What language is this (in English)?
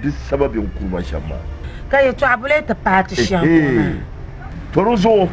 Dagbani